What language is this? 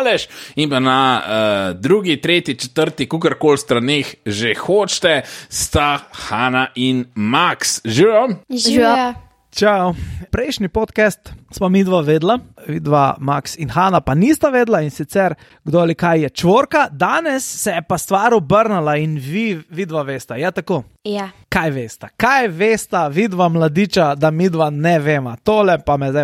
Slovenian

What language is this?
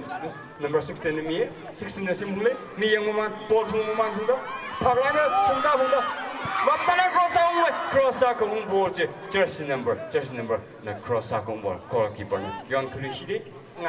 Tangkhul Naga (India)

